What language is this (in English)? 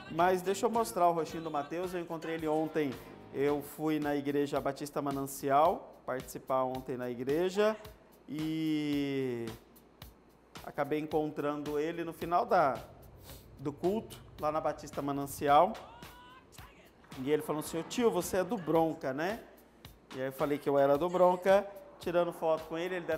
Portuguese